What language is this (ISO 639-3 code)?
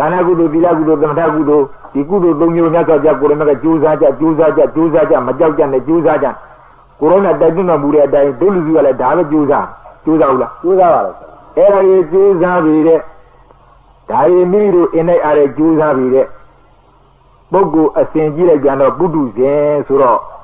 mya